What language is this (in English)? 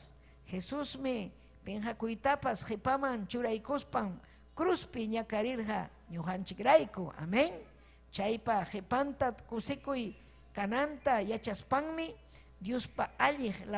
Ayacucho Quechua